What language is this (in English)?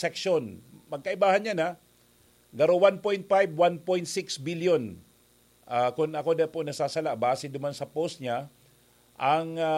Bikol